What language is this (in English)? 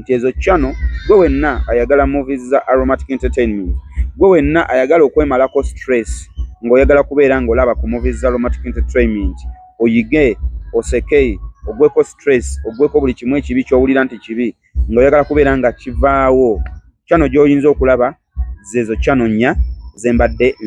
Ganda